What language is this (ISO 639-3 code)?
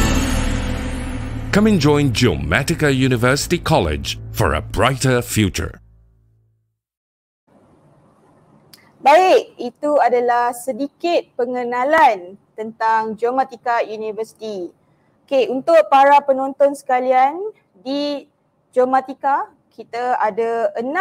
msa